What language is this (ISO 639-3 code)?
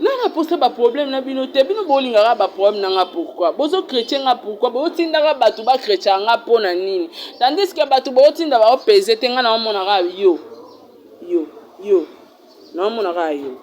lin